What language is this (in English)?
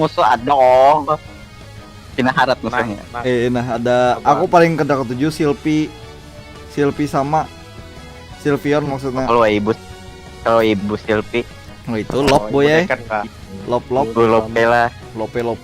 Banjar